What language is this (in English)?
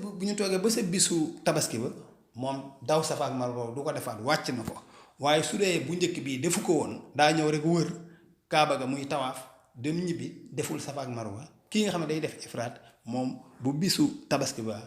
Wolof